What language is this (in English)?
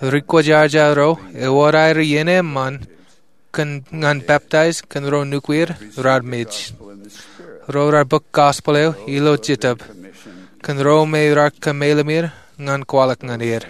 Marshallese